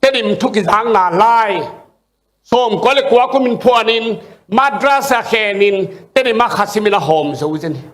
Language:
Tedim Chin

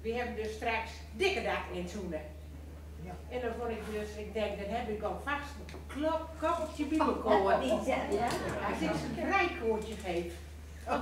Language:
Gronings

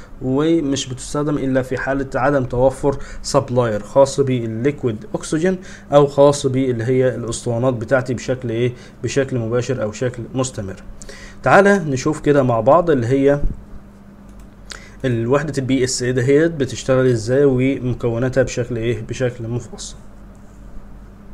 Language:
Egyptian Arabic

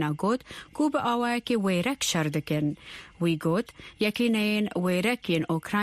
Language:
Kurdish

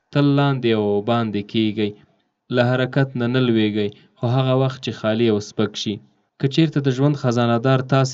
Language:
Pashto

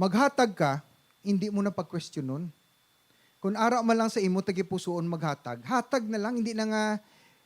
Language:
Hiligaynon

